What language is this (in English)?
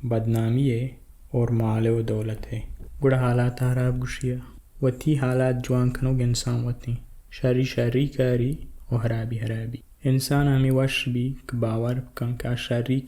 Baluchi